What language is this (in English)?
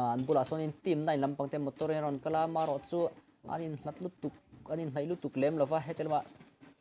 Mizo